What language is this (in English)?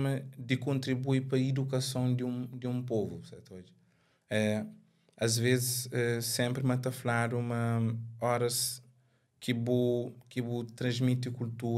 Kabuverdianu